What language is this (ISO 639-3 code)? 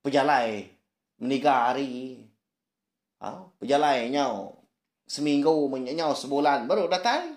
iba